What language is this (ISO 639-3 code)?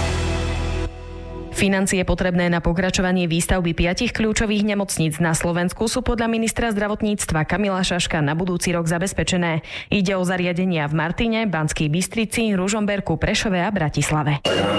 slk